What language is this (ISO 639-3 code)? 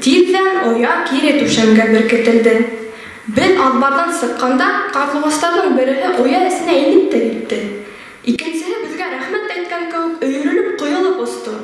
bak